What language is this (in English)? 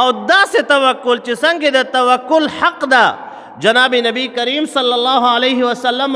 Pashto